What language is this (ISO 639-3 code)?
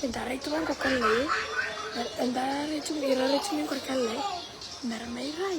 fij